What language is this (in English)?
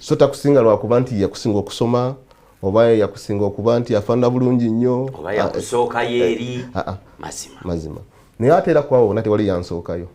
Ganda